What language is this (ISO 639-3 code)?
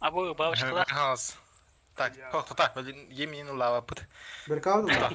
sah